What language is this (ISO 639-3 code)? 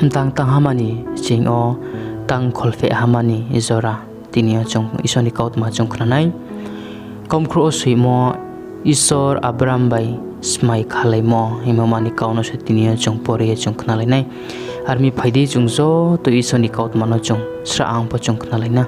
ria